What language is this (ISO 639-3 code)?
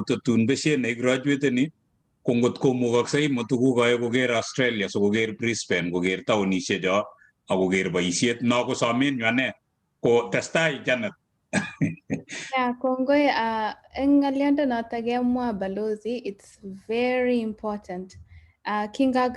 kln